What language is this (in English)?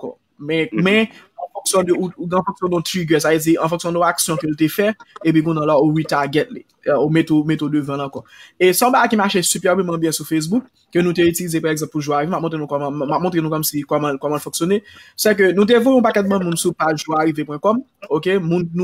Haitian Creole